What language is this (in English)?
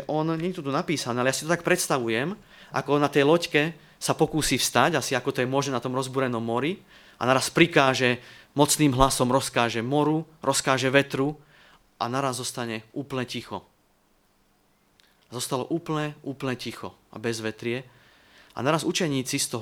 Slovak